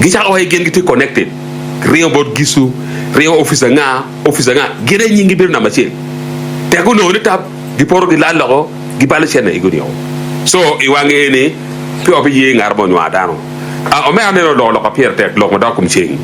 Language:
Acoli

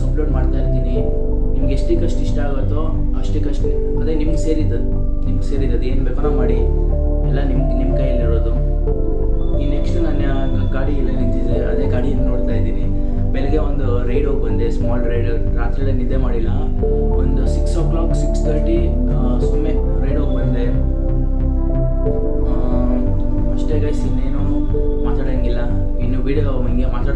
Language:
Kannada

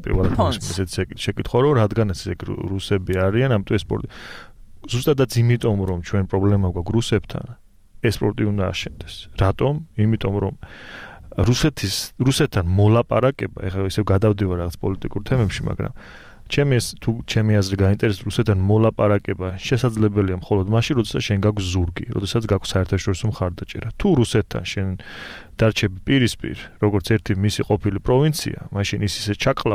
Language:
Georgian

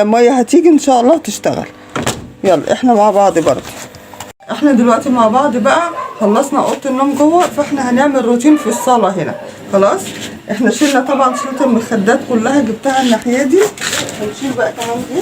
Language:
Egyptian Arabic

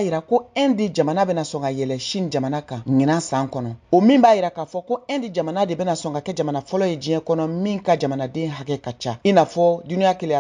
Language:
Bambara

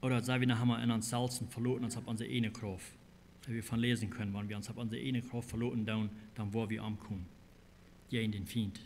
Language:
Plautdietsch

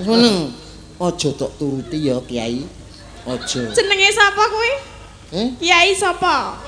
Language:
Javanese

